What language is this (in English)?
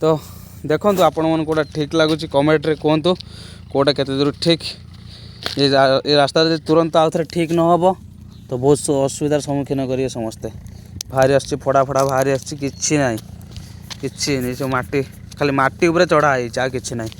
Odia